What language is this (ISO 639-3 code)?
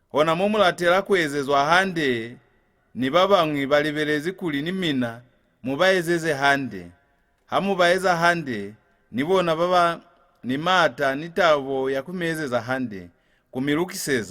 loz